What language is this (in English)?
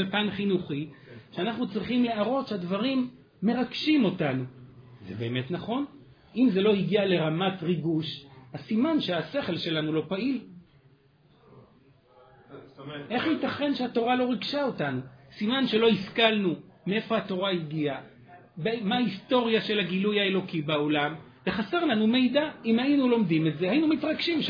Hebrew